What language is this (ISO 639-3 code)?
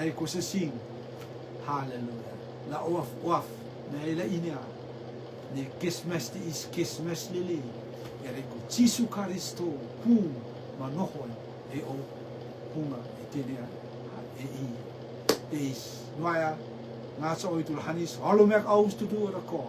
rtm